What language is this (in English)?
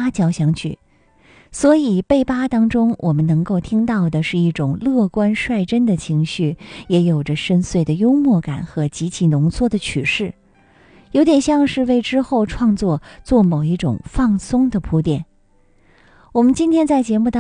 Chinese